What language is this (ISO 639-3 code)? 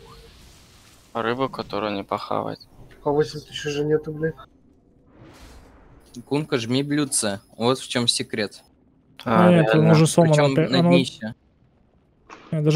rus